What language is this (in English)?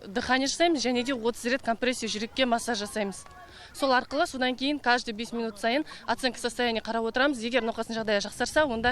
Kazakh